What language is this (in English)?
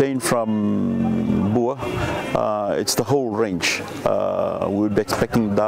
Fijian